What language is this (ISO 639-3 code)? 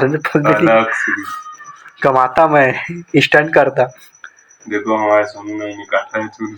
hne